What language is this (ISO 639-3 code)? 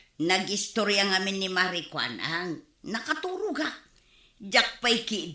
ilo